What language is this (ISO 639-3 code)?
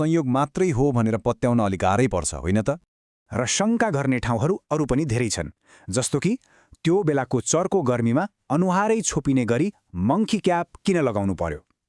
nep